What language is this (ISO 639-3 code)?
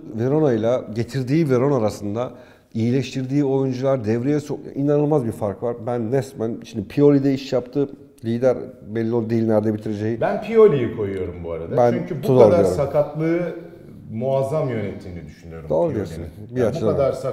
tur